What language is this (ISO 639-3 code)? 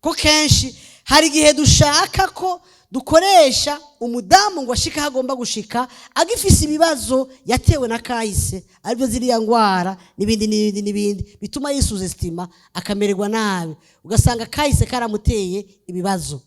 run